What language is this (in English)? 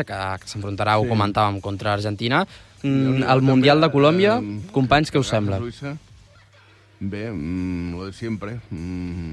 Catalan